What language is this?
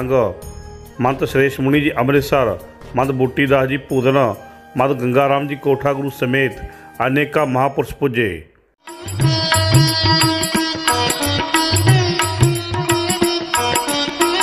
Punjabi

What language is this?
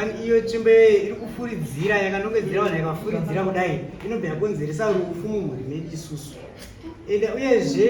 Shona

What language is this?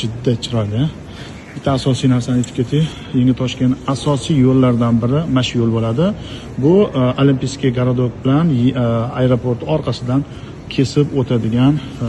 Uzbek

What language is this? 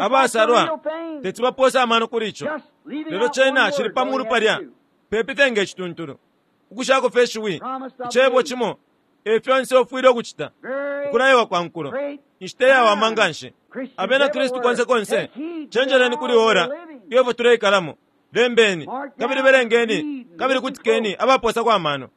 Bemba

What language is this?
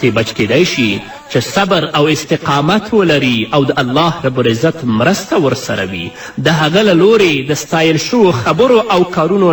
Pashto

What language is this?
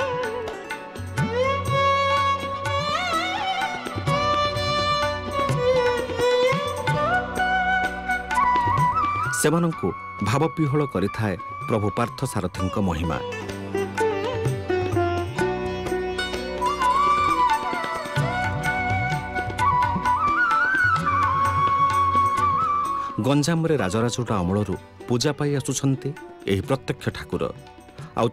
Odia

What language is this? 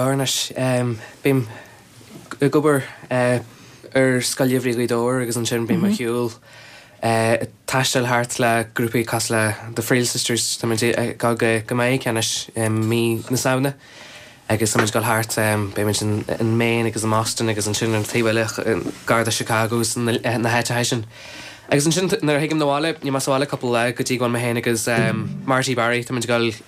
Irish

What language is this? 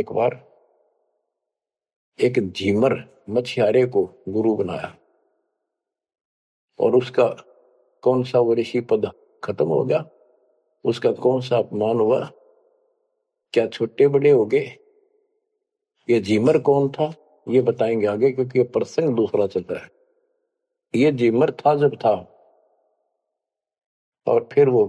Hindi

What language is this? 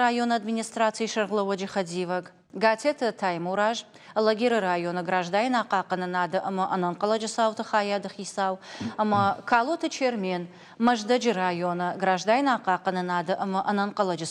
Ossetic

